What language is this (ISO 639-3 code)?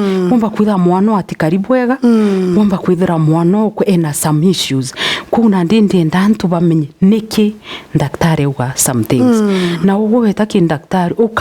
mer